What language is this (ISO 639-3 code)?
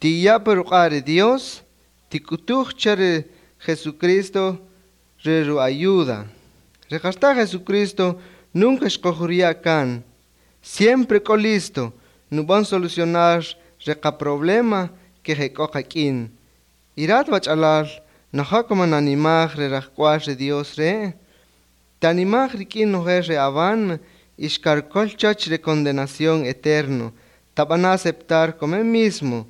cak